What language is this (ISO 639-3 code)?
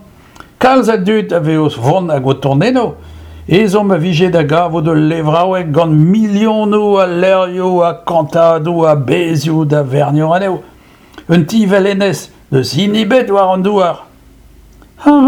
bre